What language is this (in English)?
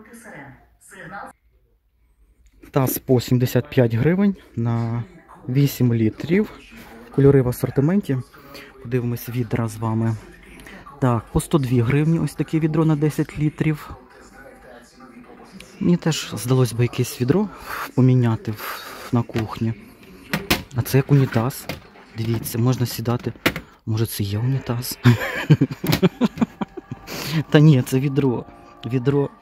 Ukrainian